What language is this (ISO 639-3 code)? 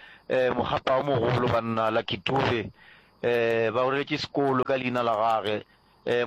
nso